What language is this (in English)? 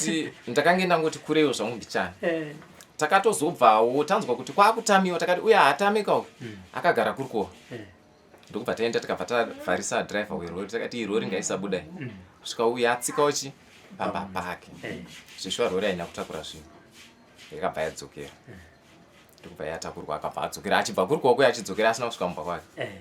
Shona